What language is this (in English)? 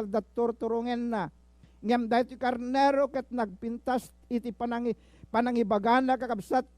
Iloko